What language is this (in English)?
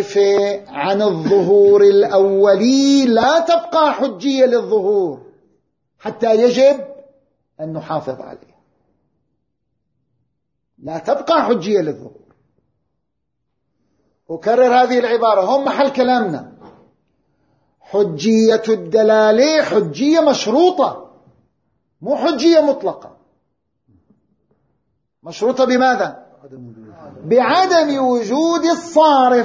Arabic